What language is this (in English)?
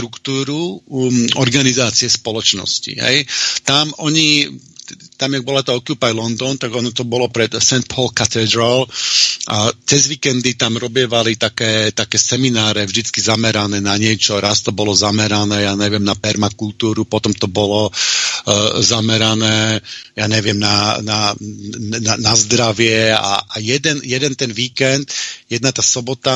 Slovak